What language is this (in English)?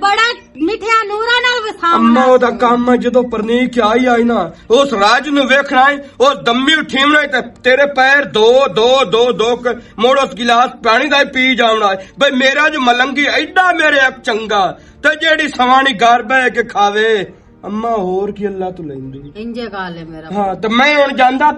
Western Panjabi